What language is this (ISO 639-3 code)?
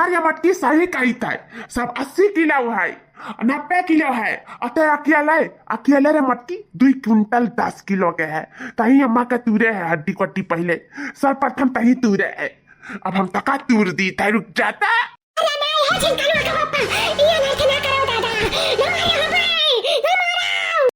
awa